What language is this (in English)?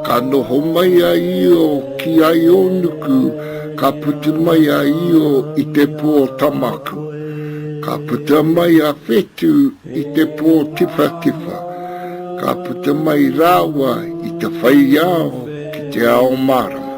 Māori